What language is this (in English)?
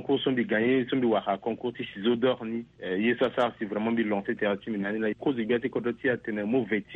Sango